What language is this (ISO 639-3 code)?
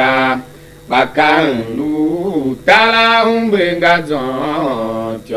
tiv